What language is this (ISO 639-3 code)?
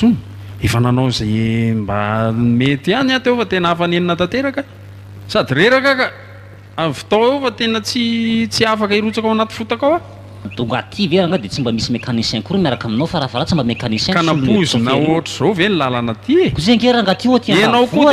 mlg